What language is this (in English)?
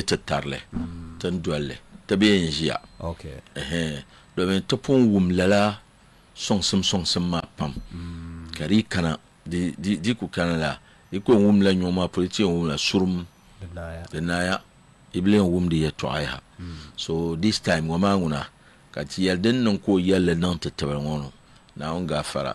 Dagbani